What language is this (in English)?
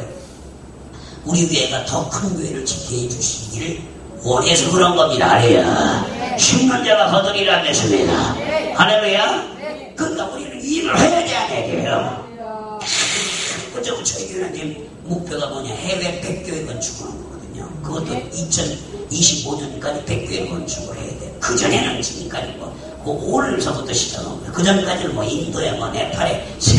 Korean